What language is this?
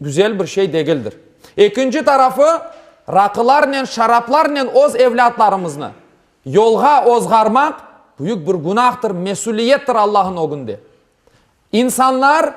Crimean Tatar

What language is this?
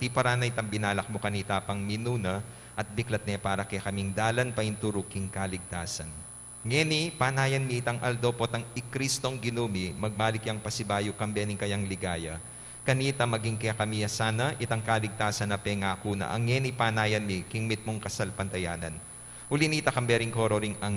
Pampanga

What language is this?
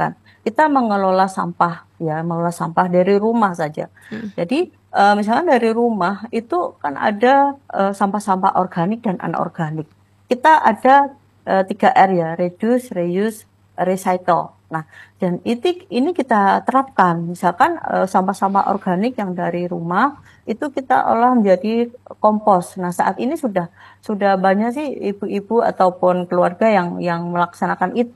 Indonesian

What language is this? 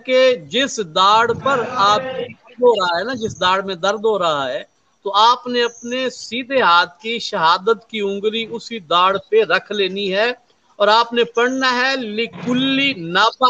Urdu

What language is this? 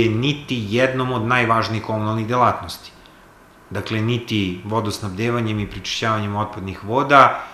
Serbian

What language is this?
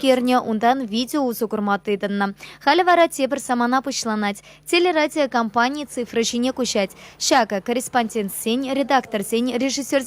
Chuvash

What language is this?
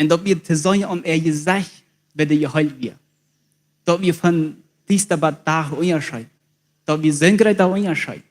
Plautdietsch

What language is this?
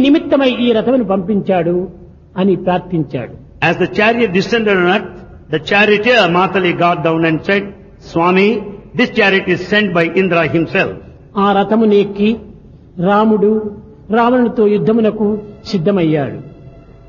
Telugu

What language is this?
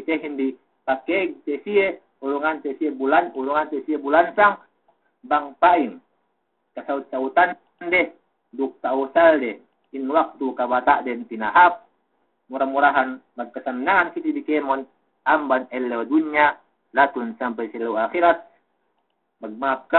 Yakan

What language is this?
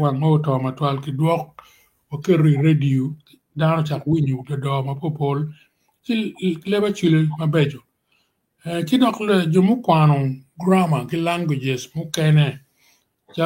Acoli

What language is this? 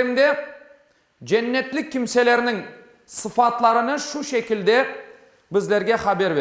Crimean Tatar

